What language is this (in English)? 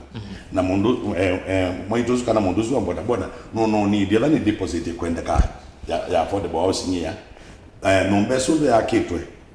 Kamba